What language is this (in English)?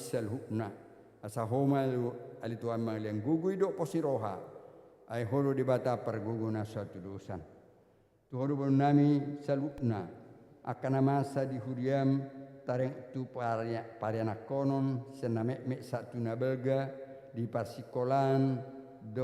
Batak Toba